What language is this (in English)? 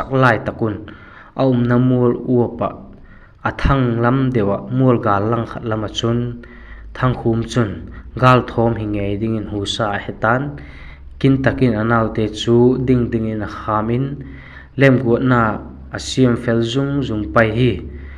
Vaiphei